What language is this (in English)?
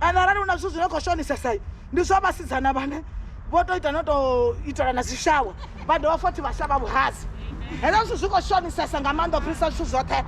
Venda